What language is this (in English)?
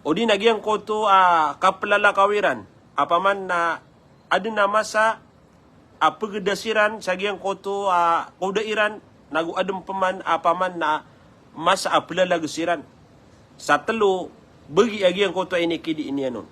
Maranao